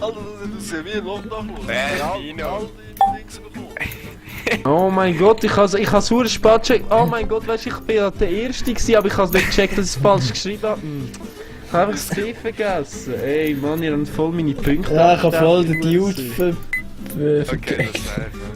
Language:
Swiss German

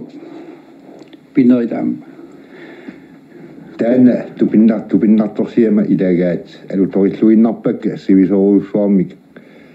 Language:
Kalaallisut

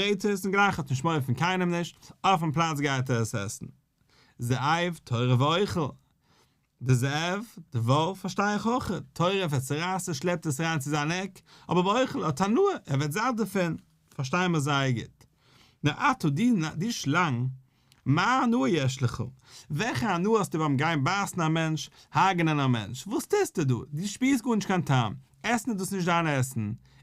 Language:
Yiddish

